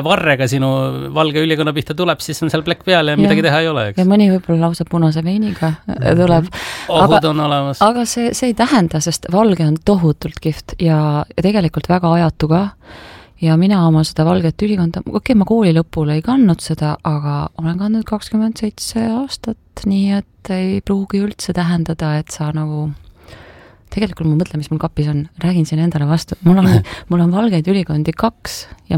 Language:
Estonian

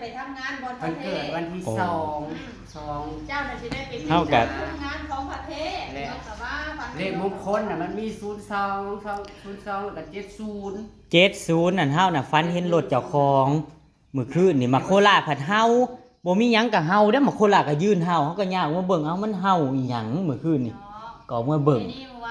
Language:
Northeastern Thai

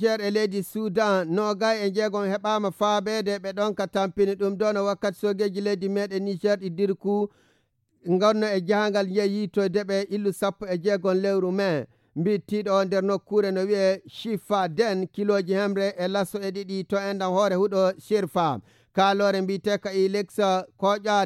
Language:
Fula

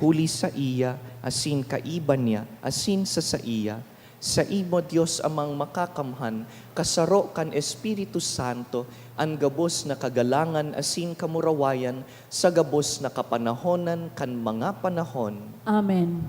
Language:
Bikol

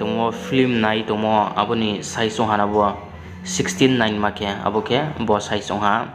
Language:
Riang (India)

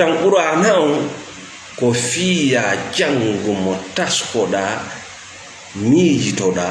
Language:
Fula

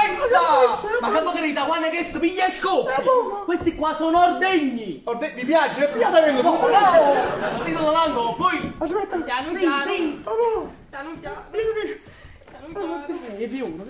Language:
Neapolitan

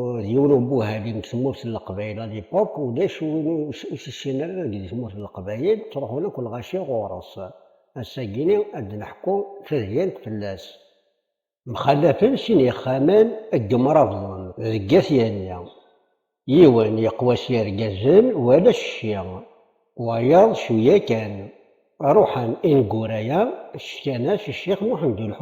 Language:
Kabyle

